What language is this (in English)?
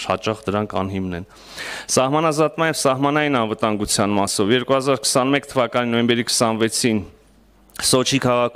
Armenian